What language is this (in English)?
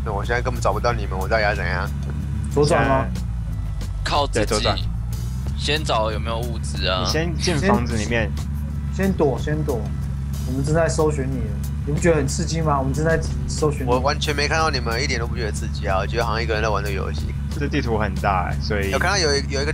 Chinese